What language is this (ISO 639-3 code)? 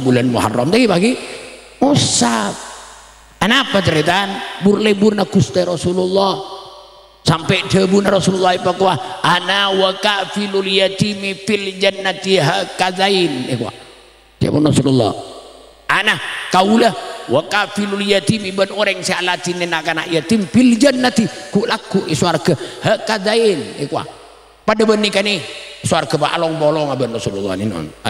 mad